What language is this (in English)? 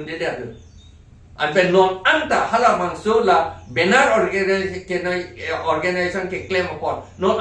Karbi